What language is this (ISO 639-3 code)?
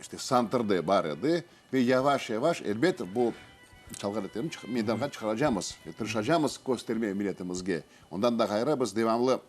crh